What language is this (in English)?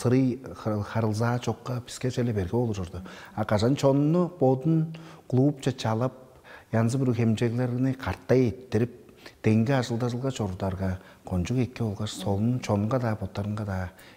Tuvinian